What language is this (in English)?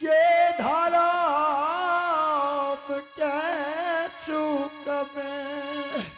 Angika